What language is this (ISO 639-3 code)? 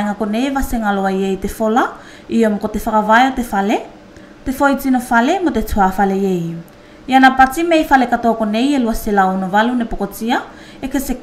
tvl